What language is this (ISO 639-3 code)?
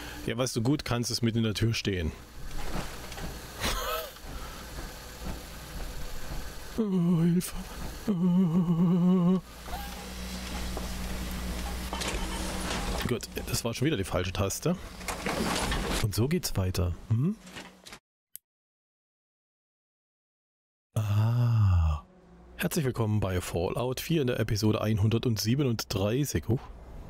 deu